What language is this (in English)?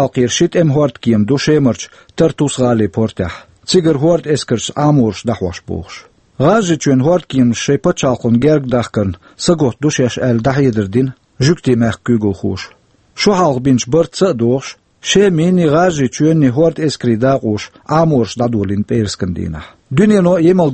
Chechen